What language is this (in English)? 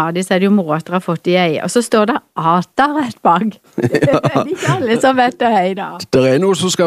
Norwegian